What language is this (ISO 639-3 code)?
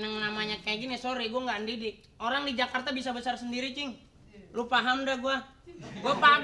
bew